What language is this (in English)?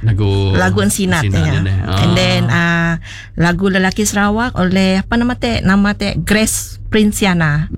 Iban